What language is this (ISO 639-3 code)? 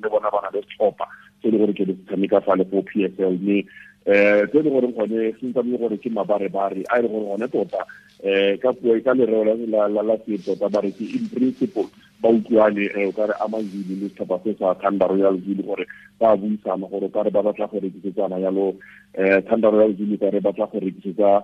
tsn